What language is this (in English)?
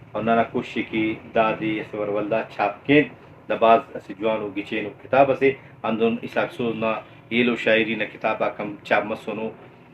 Brahui